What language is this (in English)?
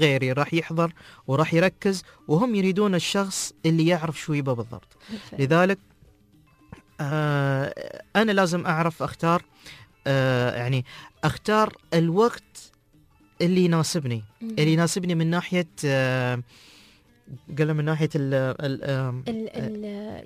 Gulf Arabic